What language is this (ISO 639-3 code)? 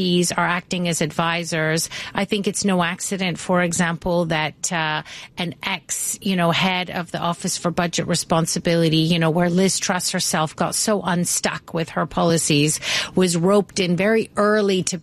eng